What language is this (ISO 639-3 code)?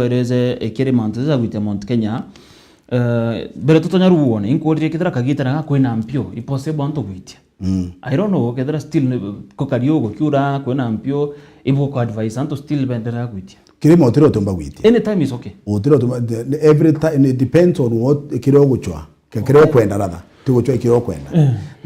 mer